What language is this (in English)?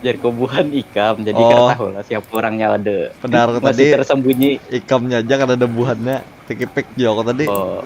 Banjar